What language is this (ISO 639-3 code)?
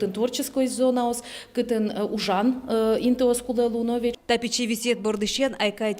udm